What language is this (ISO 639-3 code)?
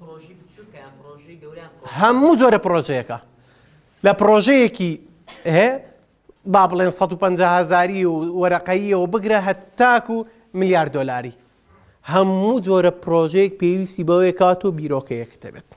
ckb